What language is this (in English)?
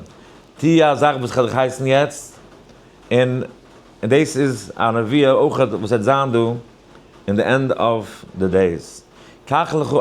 Yiddish